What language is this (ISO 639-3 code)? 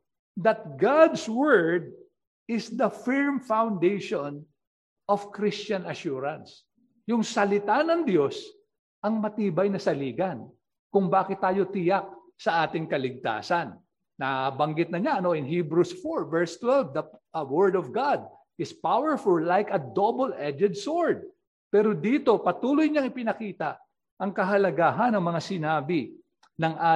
fil